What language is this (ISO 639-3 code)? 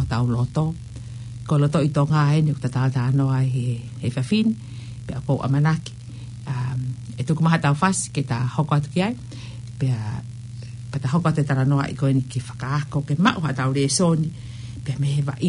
ton